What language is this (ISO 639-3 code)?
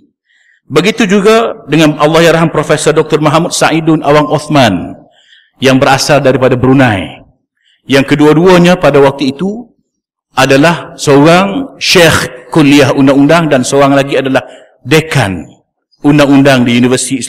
msa